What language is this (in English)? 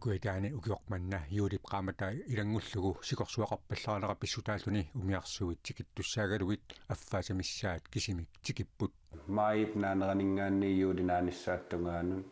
Kalaallisut